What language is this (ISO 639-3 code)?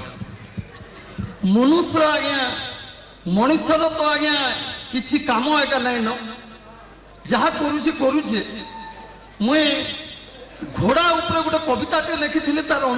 ori